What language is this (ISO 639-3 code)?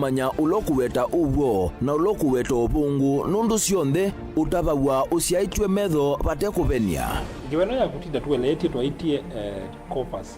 kam